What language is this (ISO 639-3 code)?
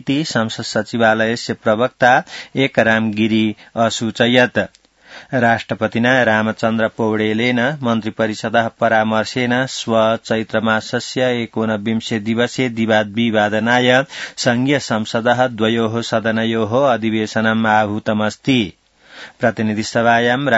san